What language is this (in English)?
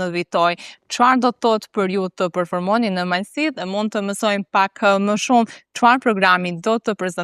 Albanian